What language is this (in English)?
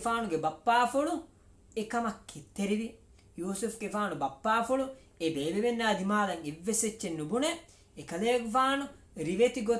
Divehi